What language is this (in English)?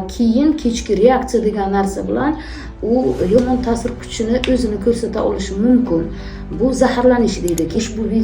Uzbek